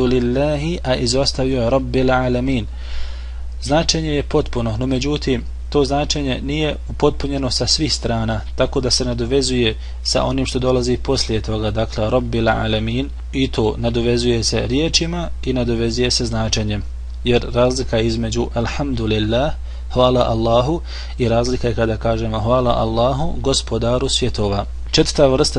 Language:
Bosnian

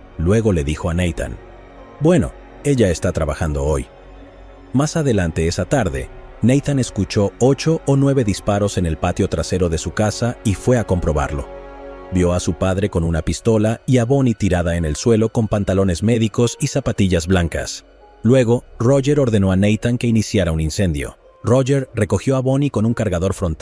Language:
Spanish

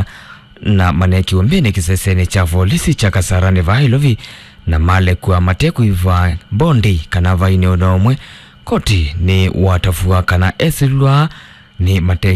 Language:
Kamba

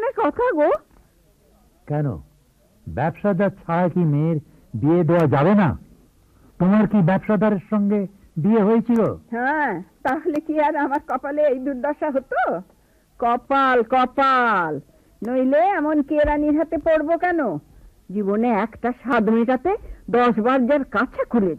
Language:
Bangla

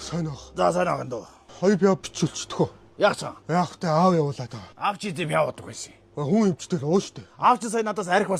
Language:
Mongolian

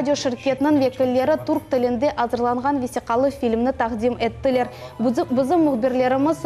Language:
Crimean Tatar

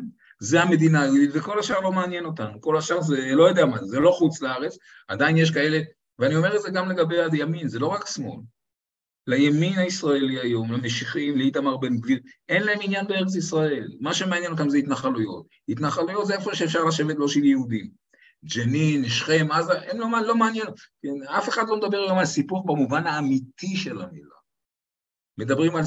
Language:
Hebrew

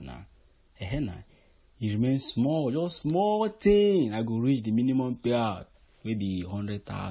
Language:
Nigerian Pidgin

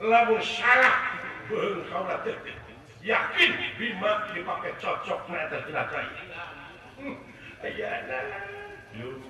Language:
Sundanese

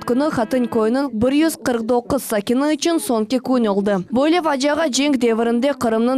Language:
Crimean Tatar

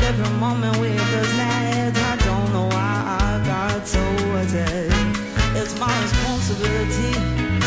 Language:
Portuguese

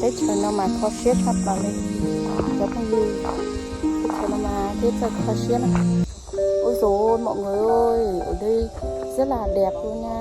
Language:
Hmong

